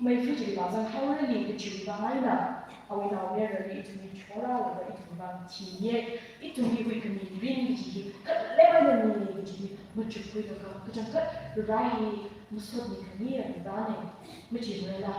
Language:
Tangkhul Naga (India)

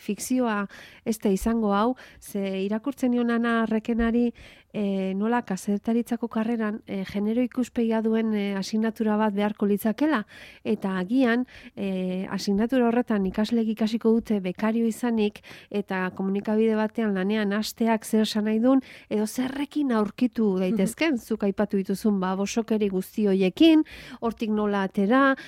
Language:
Basque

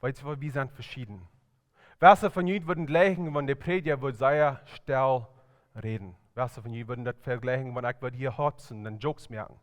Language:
Plautdietsch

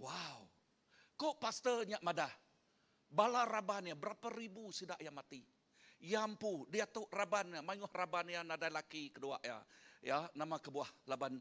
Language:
Iban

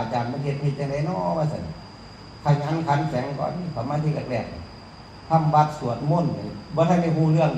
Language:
Northeastern Thai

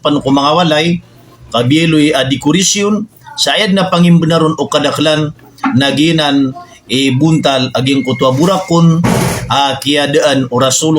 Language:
Maranao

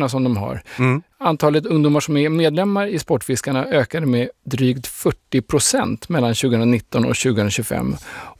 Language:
Swedish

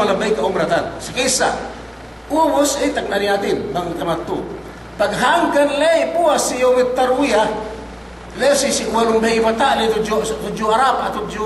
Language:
Yakan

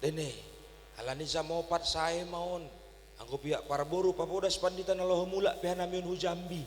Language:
Batak Simalungun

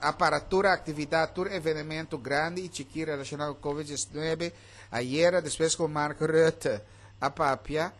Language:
Papiamento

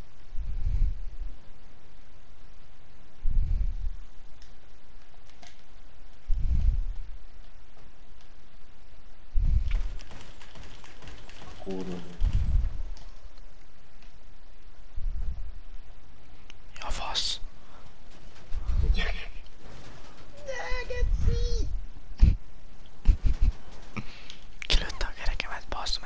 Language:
Hungarian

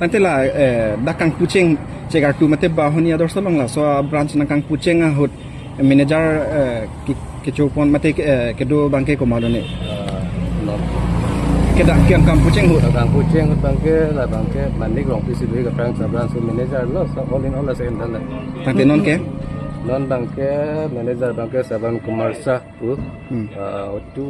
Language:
Karbi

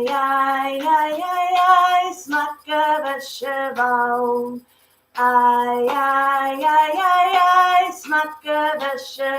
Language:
Scottish Gaelic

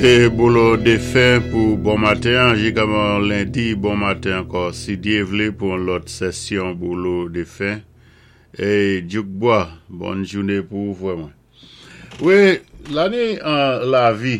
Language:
Saint Lucian Creole French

